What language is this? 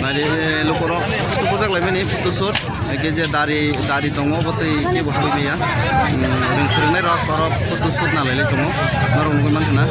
Kok Borok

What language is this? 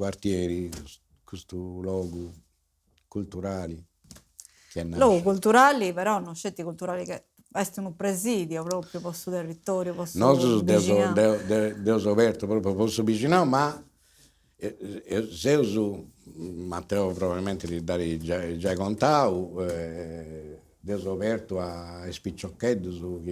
Sardinian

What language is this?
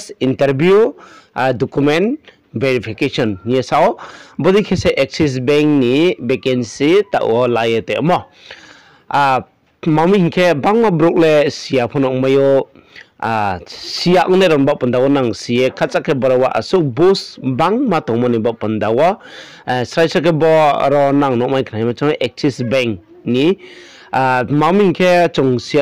Riang (India)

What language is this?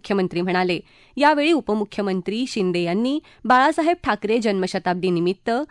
Marathi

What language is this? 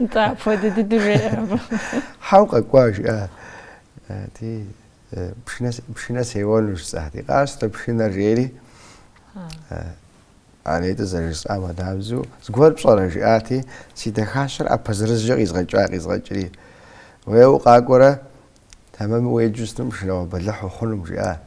Kabardian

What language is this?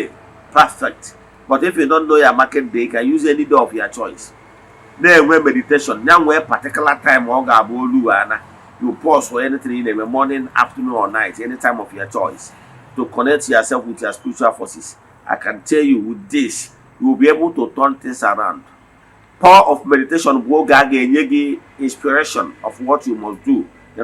Igbo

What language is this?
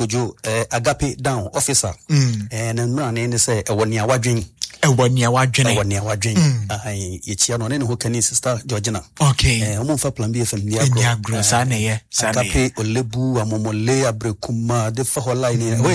Akan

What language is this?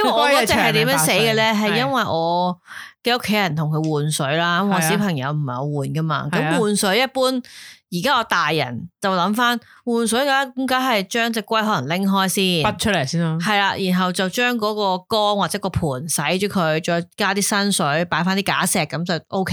Cantonese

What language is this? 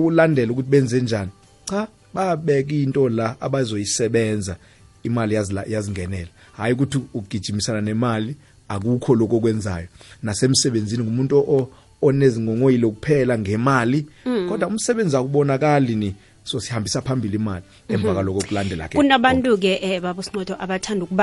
South Ndebele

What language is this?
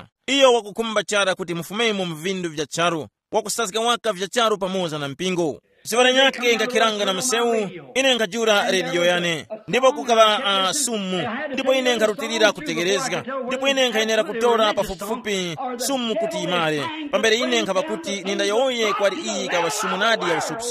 Tumbuka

